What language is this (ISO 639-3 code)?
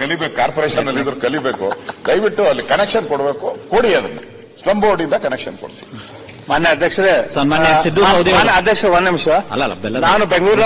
kan